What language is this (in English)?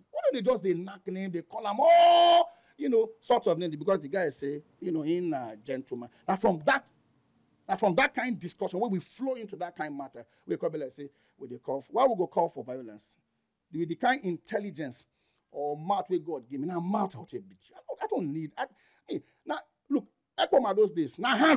Nigerian Pidgin